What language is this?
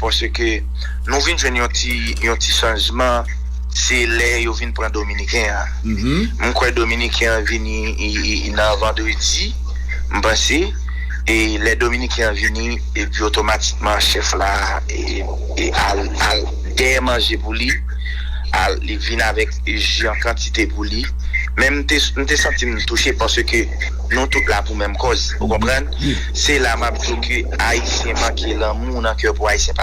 Haitian Creole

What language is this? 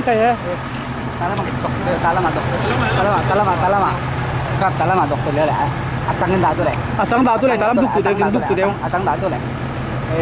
Falam Chin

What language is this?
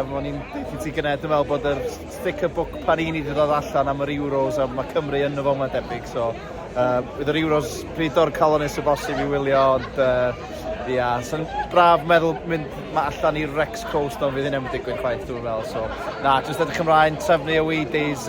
Welsh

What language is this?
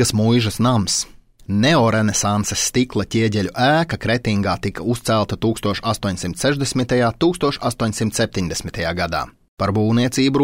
Latvian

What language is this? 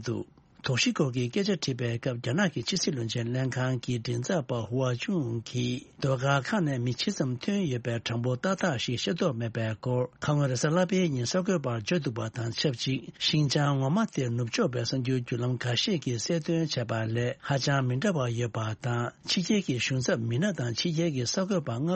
Tibetan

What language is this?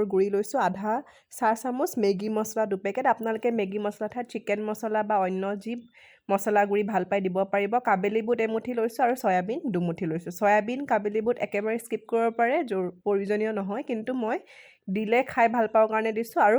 Assamese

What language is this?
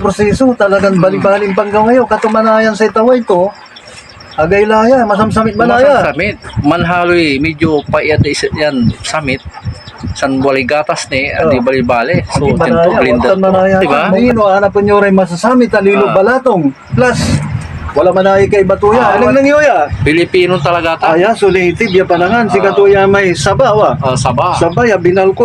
Pangasinan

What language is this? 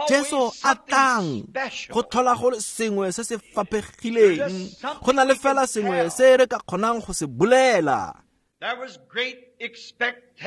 Tswana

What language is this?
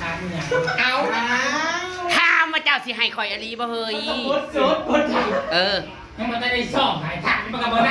Northeastern Thai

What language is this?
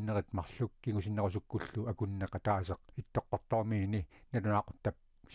Kalaallisut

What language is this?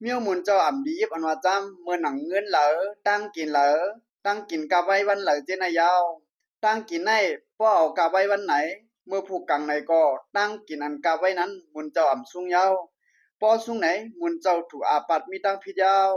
Shan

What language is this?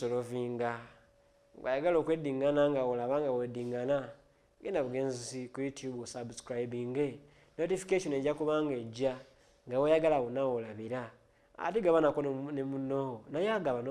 Ganda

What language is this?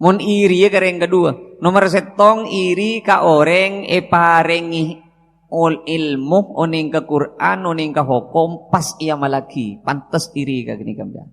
Madurese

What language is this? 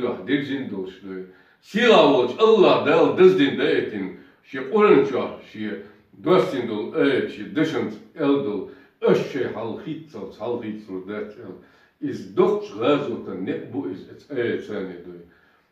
Chechen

